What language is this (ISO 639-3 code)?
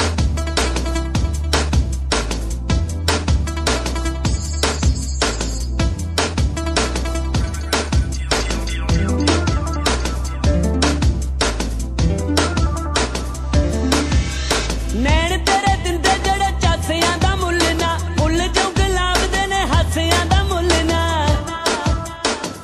pan